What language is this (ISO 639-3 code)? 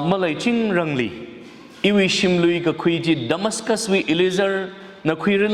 nmf